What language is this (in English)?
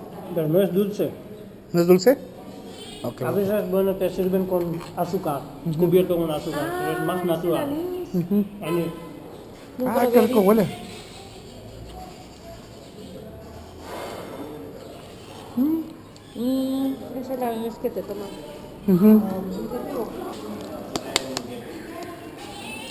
Spanish